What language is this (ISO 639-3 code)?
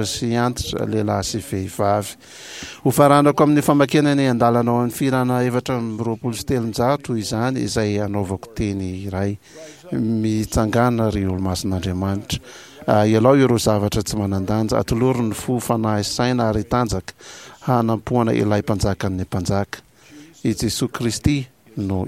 mlg